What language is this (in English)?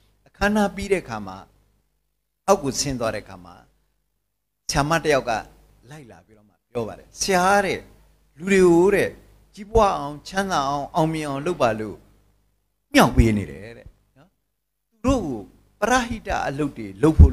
Burmese